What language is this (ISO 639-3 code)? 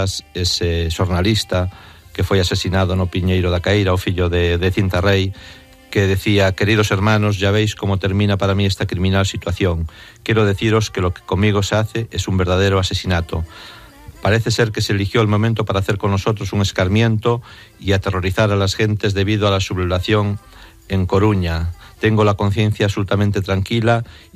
glg